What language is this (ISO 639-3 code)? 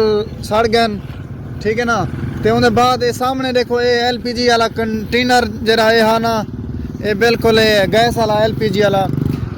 skr